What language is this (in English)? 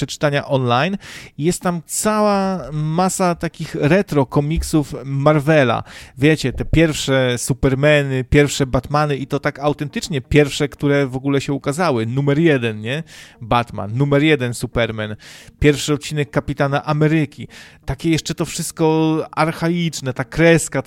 Polish